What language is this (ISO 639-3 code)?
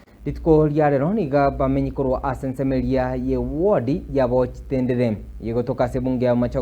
guz